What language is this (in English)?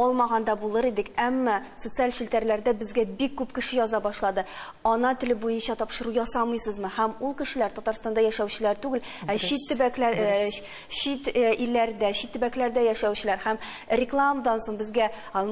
Tatar